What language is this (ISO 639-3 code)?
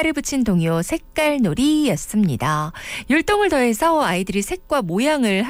kor